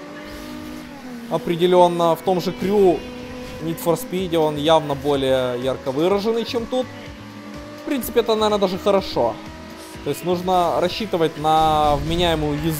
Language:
Russian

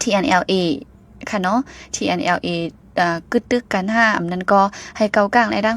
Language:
Shan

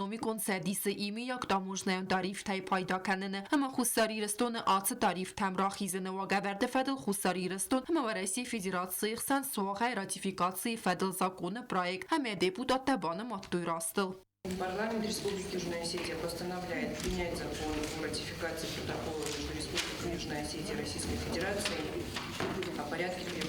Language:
Ossetic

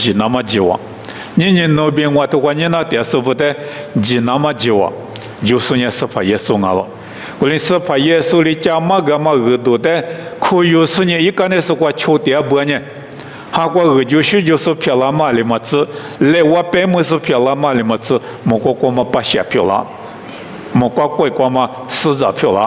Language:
Lisu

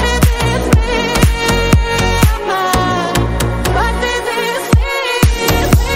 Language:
Ukrainian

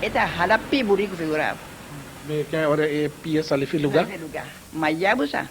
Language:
Papiamento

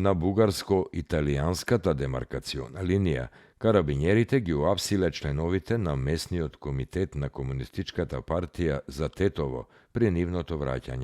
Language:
Macedonian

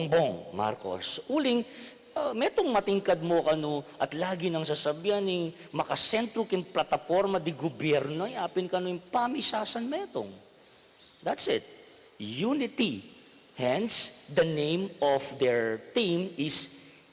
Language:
Pampanga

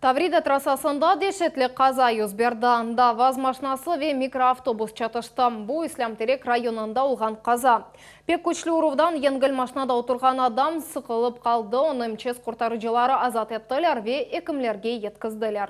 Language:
Crimean Tatar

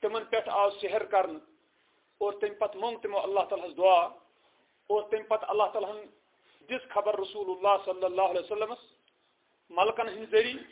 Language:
Kashmiri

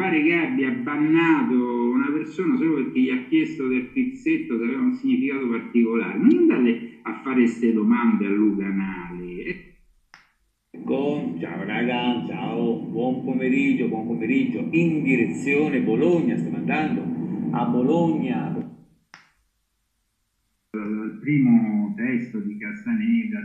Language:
Italian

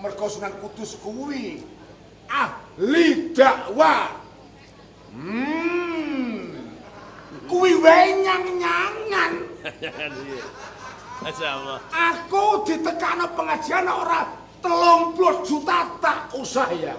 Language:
Javanese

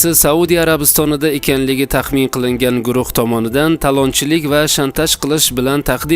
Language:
Uzbek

